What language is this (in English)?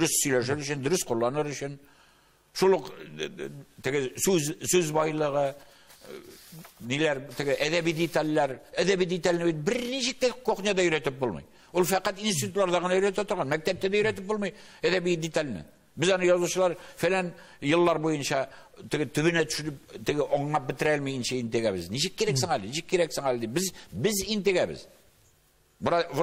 Tatar